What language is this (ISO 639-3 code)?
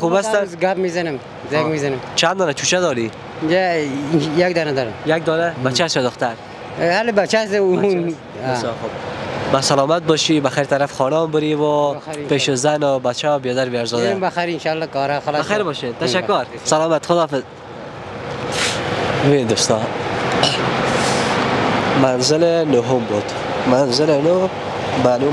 fas